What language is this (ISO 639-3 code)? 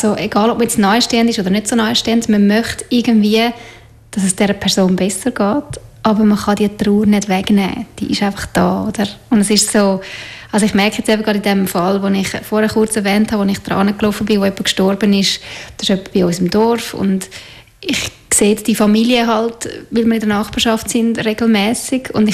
deu